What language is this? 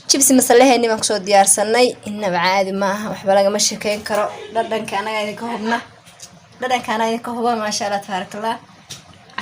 Somali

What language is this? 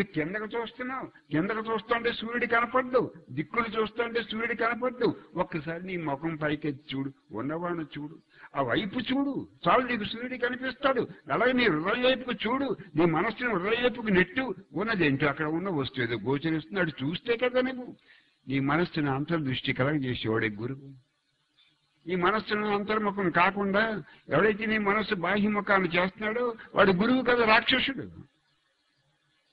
Telugu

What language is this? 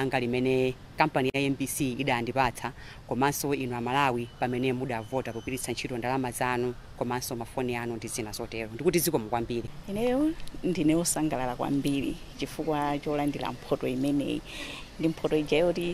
Nyanja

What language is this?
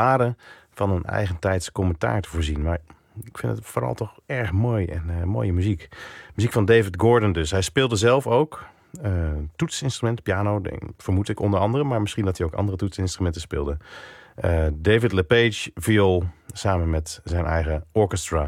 Dutch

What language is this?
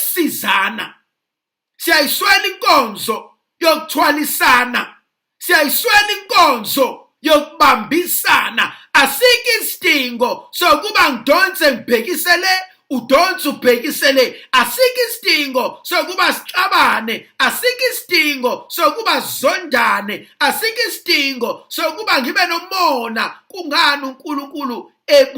Zulu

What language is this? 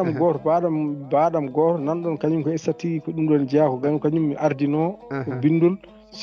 Fula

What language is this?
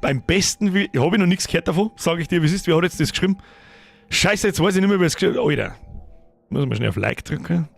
Bavarian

